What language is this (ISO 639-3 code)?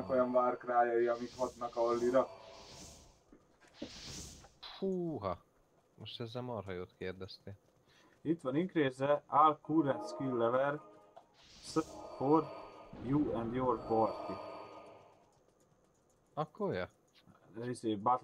hun